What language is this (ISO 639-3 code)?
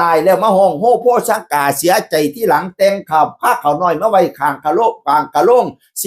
tts